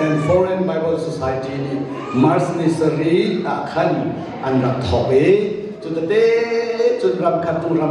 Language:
Hakha Chin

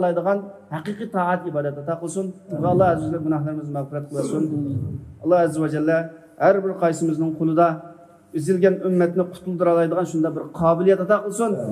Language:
Uyghur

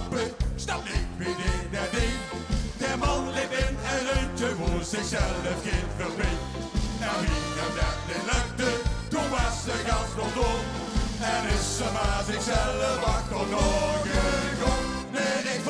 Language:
Limburgish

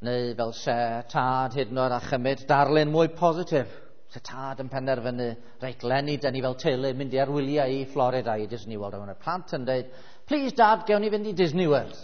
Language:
Welsh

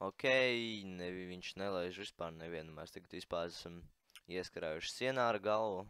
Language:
Latvian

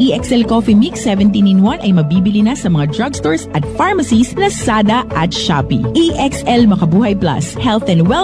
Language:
Filipino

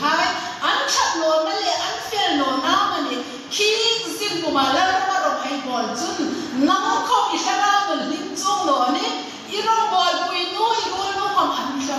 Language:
Hmar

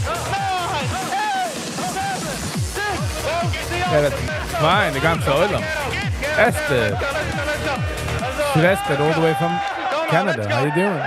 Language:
Yiddish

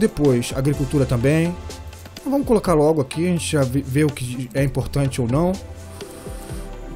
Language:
Portuguese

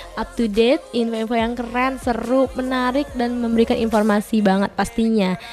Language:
Indonesian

